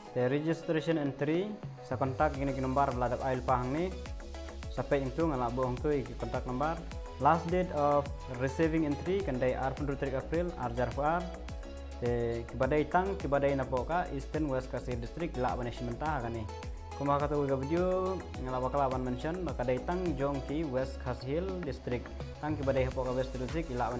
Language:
Khasi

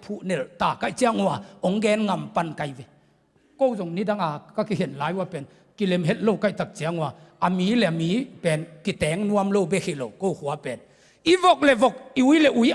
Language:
Tedim Chin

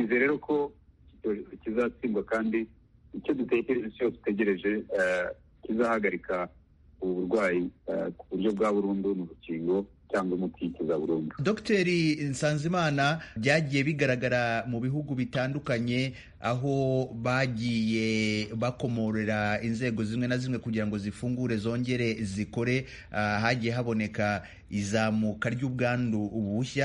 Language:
Kinyarwanda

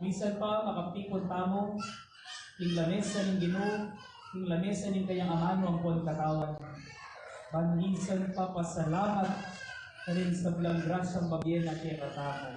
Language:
Pampanga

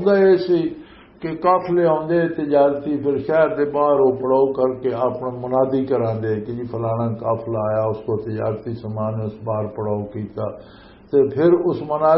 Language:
Western Panjabi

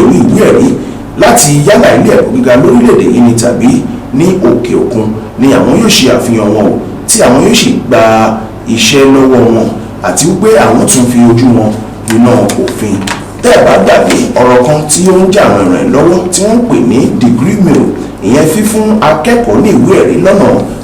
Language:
Yoruba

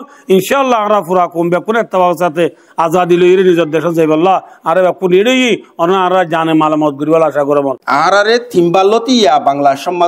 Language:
Rohingya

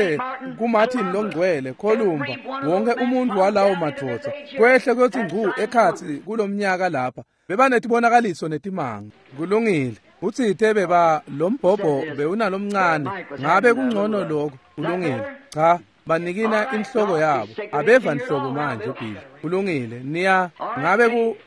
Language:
Swati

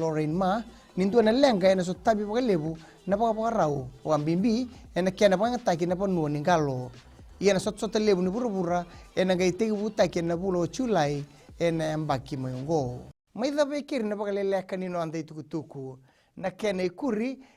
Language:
Fijian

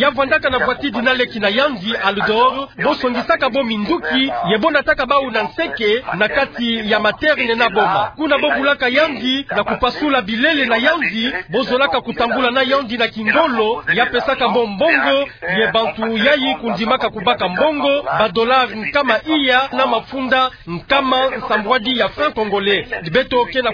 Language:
Kituba (Democratic Republic of Congo)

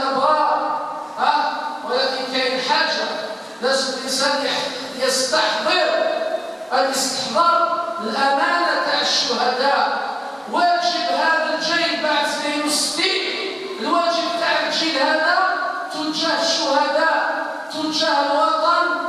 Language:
Algerian Arabic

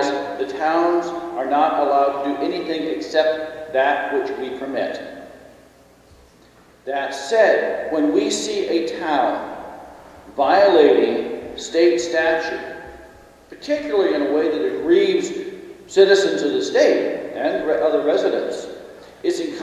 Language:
English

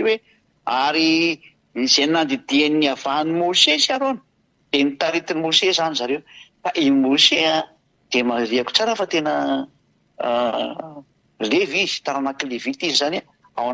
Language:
Malagasy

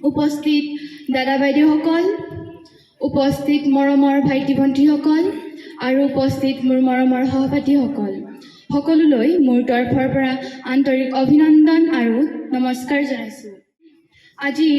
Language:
Assamese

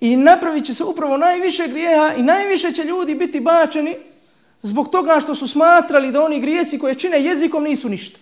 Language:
Bosnian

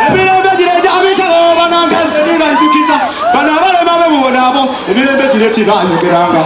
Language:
Soga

